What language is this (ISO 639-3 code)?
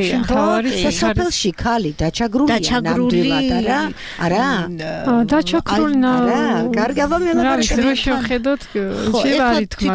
kat